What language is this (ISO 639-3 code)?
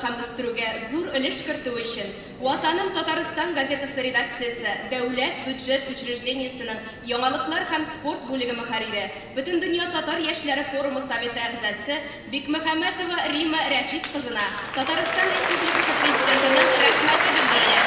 tat